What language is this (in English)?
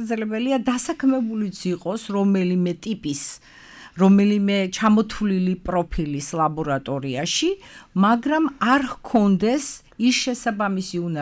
Georgian